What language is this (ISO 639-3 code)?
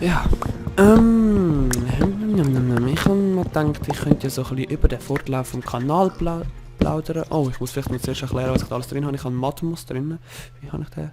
gsw